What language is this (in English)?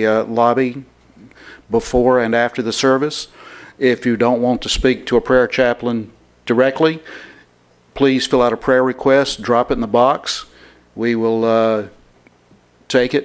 English